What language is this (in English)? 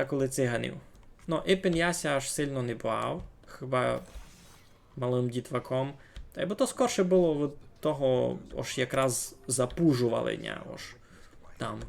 Rusyn